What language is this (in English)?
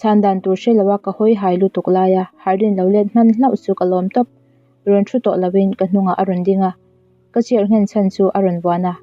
Mizo